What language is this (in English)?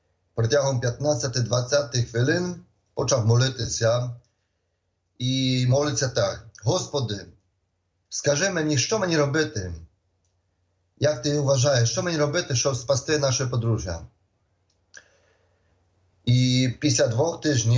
Ukrainian